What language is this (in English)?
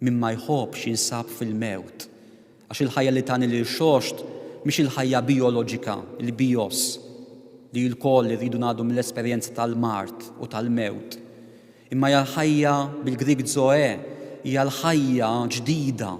Maltese